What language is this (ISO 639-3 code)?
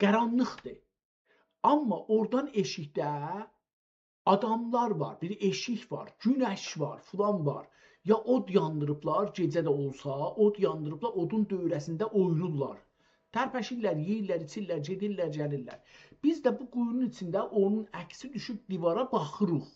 azb